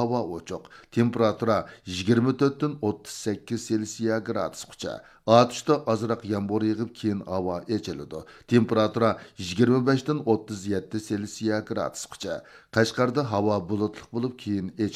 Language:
Uyghur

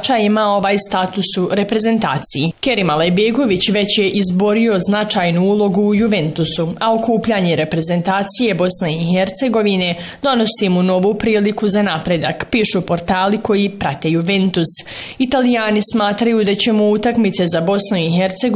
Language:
Bosnian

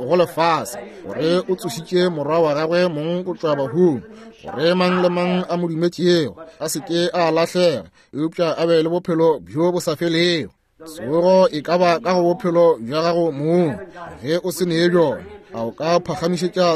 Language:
Northern Sotho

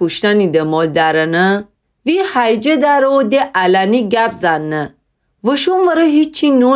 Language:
Gilaki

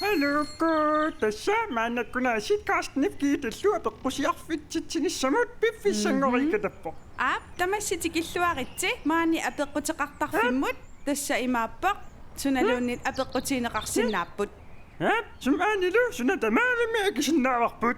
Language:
Kalaallisut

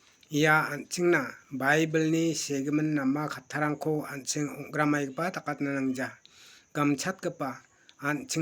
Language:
Garo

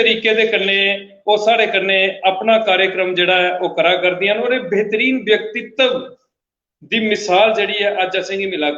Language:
Dogri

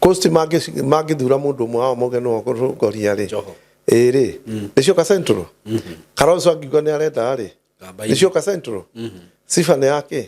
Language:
Kikuyu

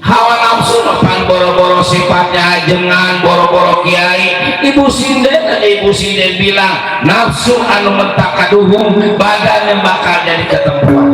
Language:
Betawi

